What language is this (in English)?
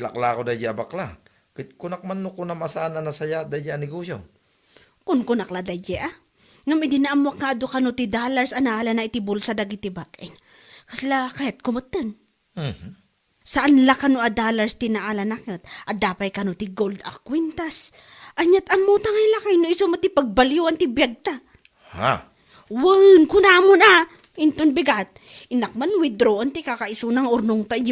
Iloko